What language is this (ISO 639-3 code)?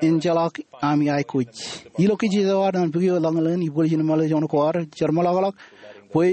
mah